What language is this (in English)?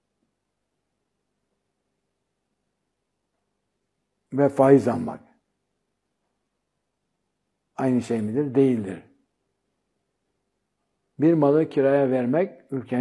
Turkish